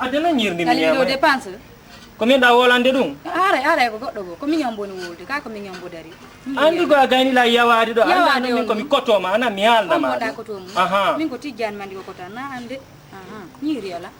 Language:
Fula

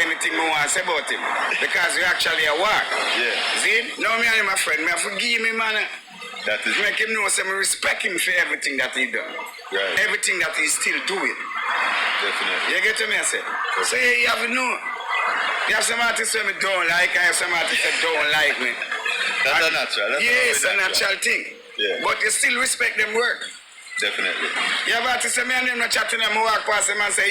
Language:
Jamaican Creole English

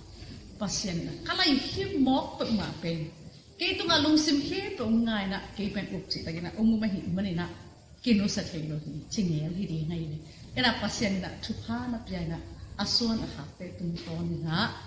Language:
Tedim Chin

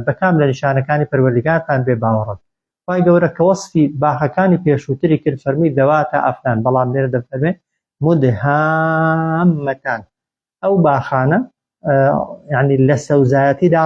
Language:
Central Kurdish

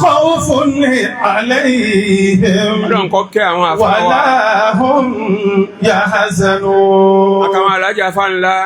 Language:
Yoruba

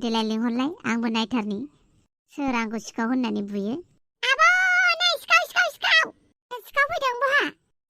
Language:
Bodo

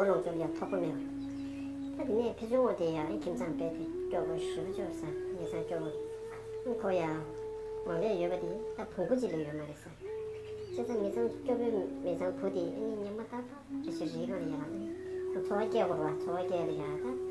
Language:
Tibetan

